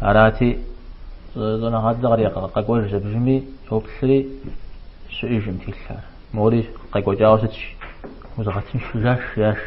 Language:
Kabardian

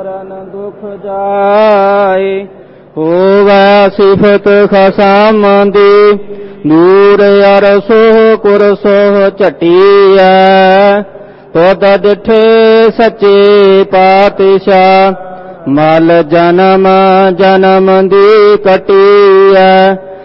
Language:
Punjabi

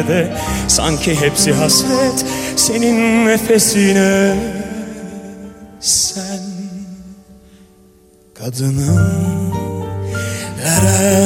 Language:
Turkish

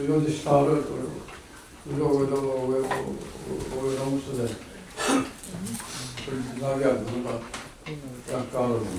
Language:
Mohawk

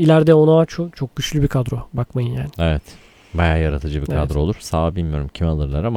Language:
Turkish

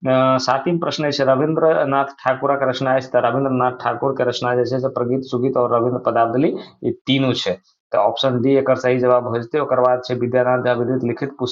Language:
Maithili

